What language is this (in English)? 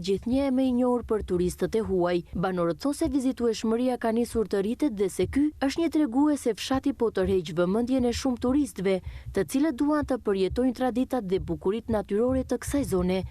Albanian